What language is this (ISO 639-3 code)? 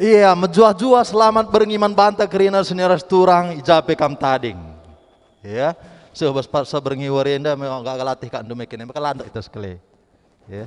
btx